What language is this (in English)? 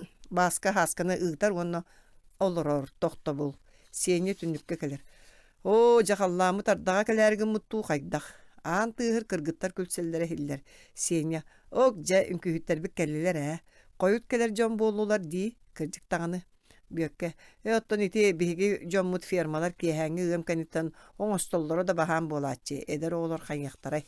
Yakut